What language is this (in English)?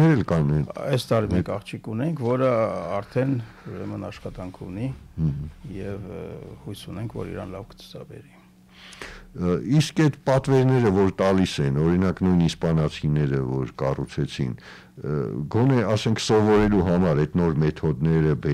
Armenian